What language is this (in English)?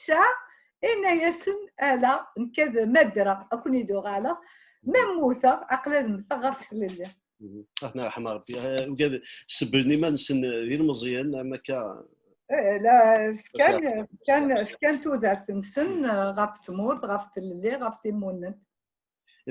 Kabyle